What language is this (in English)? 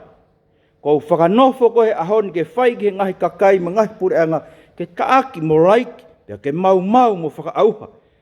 Tongan